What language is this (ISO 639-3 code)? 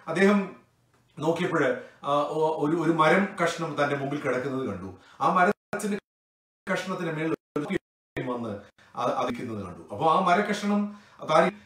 mal